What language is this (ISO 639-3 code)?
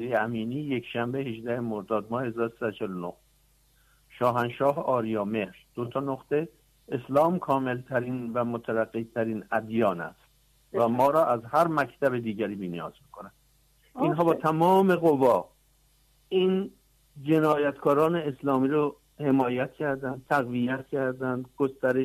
fas